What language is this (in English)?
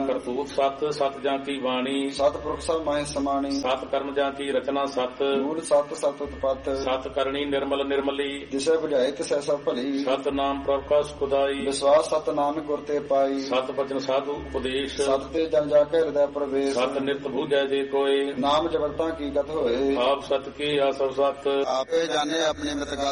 Punjabi